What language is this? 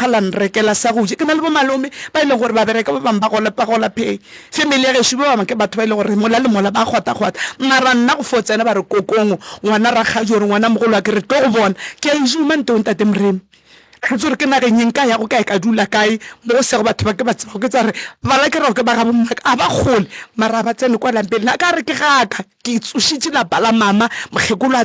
Northern Sotho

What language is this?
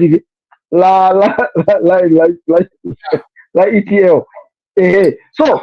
Nyanja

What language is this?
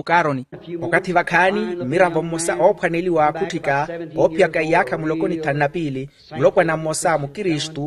Makhuwa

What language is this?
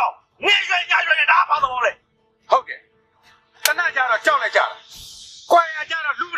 Burmese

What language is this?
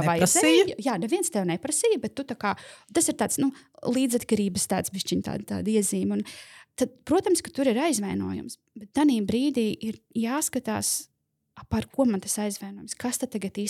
Latvian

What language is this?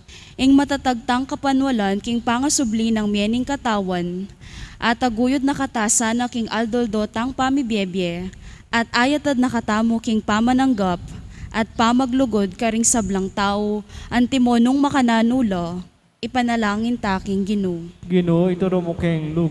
Pampanga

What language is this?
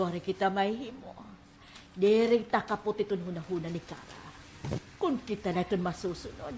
Waray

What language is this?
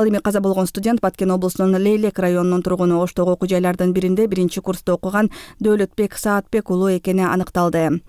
Kyrgyz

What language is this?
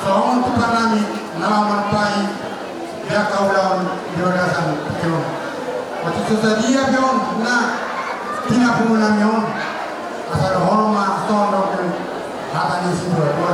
Batak Toba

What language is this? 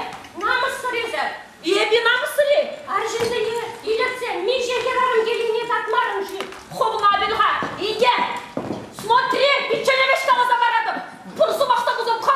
Chuvash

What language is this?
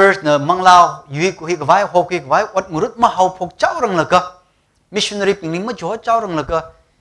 Tangkhul Naga (India)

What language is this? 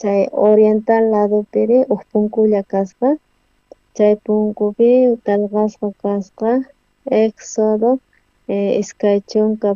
South Bolivian Quechua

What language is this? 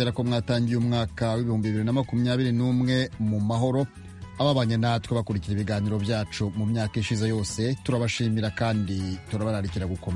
Kinyarwanda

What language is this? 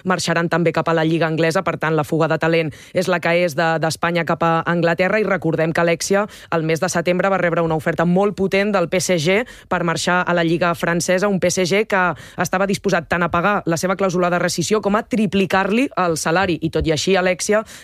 Catalan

